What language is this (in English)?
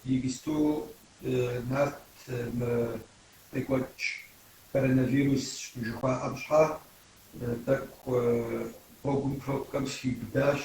Kabardian